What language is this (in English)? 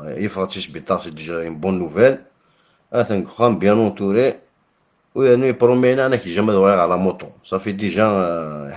Kabyle